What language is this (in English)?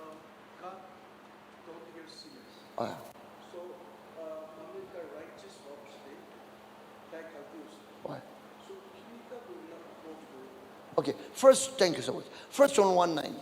Naga Pidgin